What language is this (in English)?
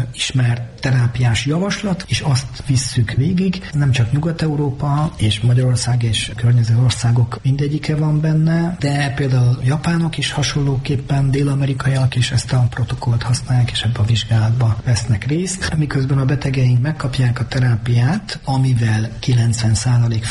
Hungarian